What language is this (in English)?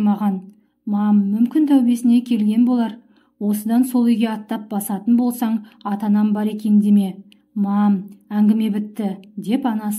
Kazakh